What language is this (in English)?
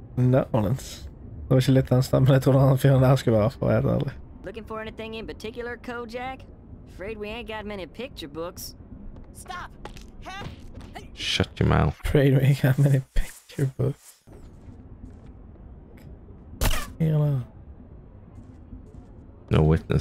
Norwegian